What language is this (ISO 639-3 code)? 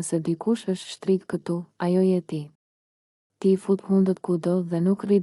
sqi